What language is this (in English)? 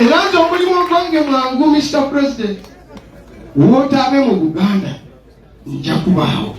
Ganda